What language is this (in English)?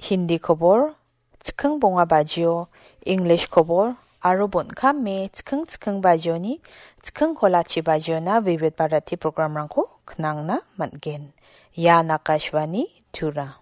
Garo